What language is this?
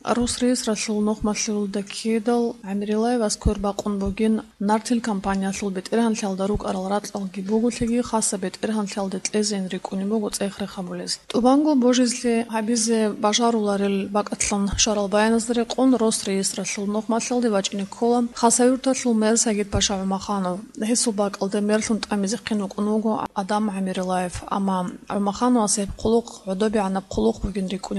Avaric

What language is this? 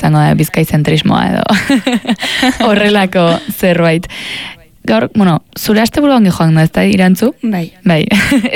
Basque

